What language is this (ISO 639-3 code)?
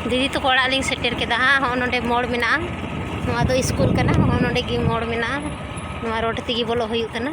sat